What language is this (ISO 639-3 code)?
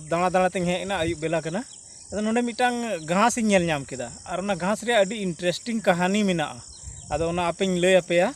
sat